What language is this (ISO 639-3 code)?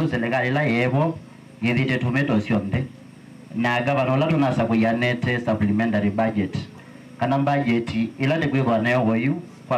kam